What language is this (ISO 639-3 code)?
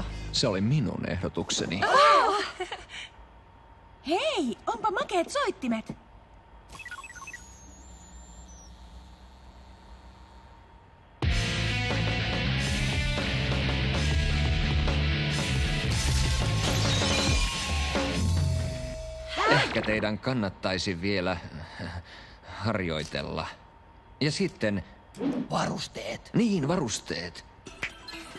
fin